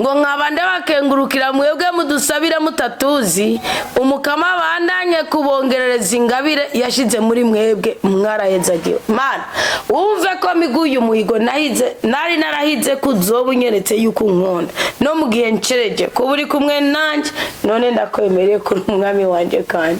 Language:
Rundi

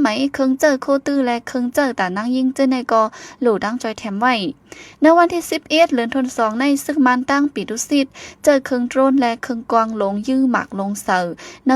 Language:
Shan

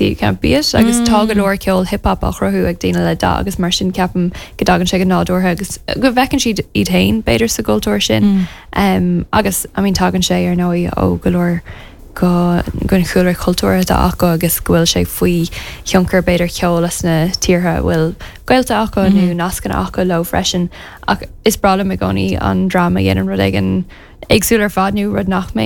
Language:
Irish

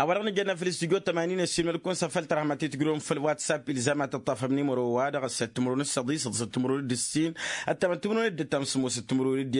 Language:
Tamasheq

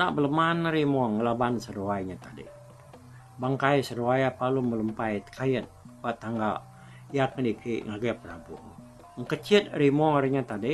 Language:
Iban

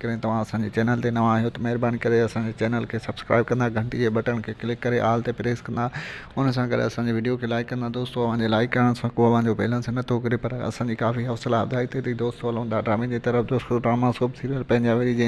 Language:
Sindhi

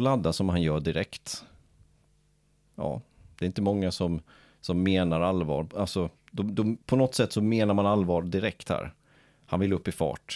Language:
Swedish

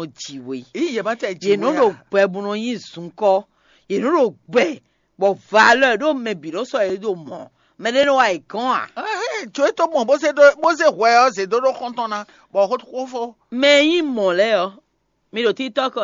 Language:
Fon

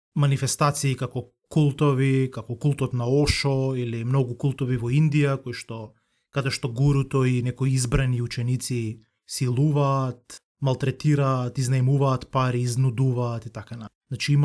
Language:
Macedonian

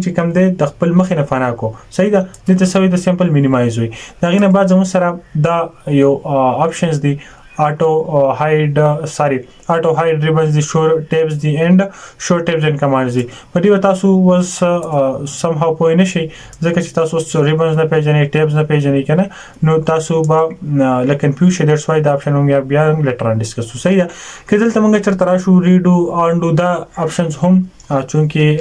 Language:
Pashto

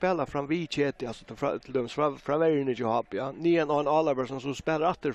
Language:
Faroese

